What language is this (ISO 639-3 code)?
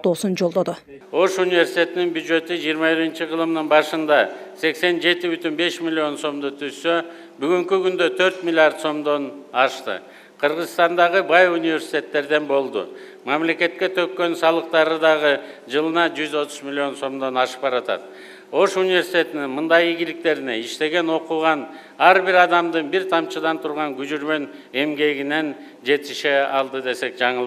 kir